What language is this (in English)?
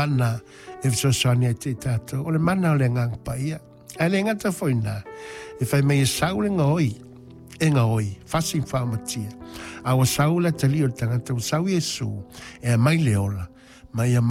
Samoan